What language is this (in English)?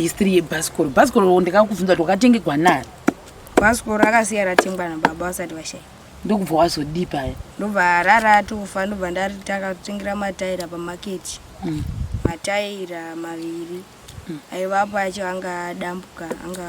Shona